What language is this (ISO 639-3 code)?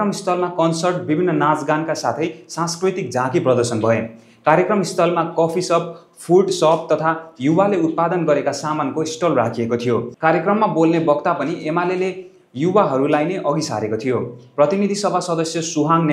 nep